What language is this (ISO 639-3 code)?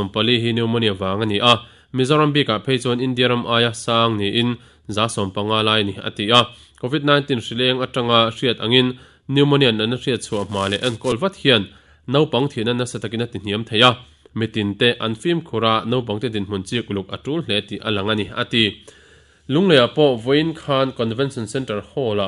lus